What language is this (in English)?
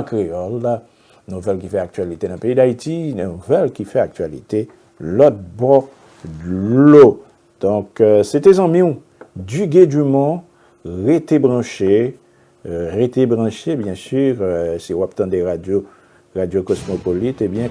Haitian Creole